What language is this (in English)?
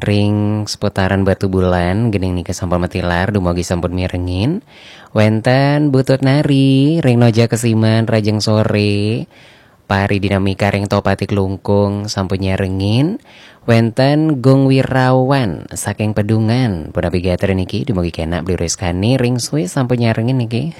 Balinese